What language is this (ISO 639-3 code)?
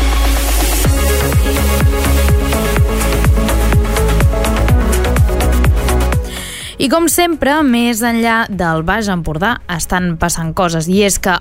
cat